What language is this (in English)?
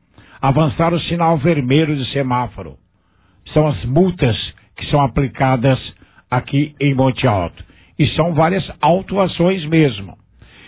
Portuguese